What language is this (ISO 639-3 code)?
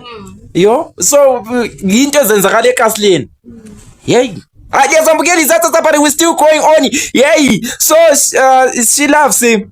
zul